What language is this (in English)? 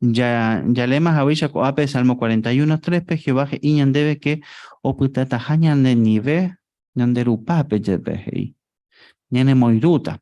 Guarani